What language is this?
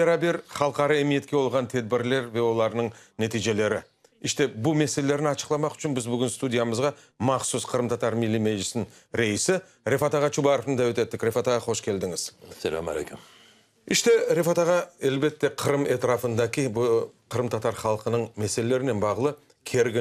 Crimean Tatar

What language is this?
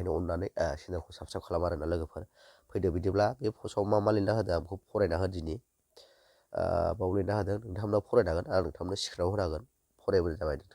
Bodo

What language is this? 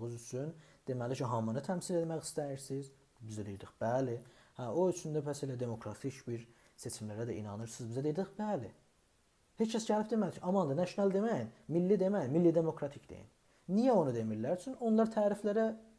South Azerbaijani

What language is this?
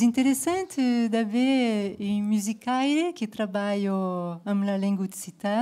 Occitan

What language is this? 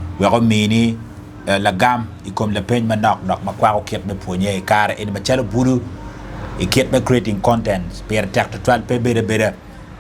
Acoli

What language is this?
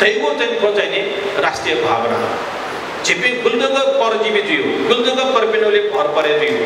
Newari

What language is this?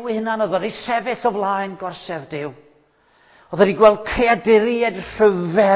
Welsh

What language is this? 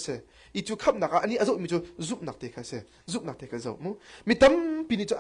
Hakha Chin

